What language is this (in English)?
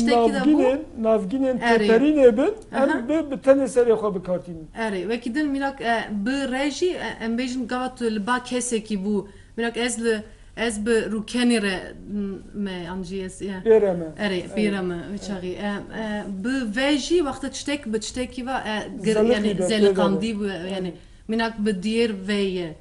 Kurdish